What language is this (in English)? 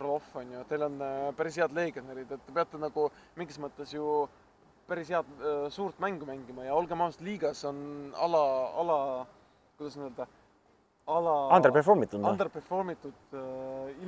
Estonian